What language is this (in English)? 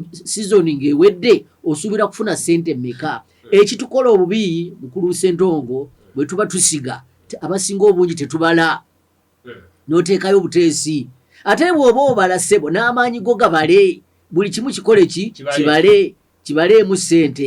Ganda